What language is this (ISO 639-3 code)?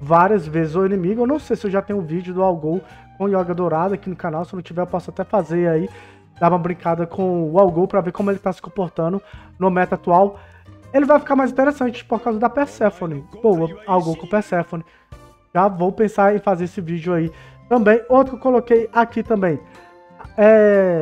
por